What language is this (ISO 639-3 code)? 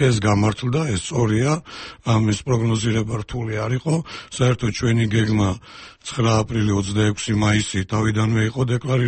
kat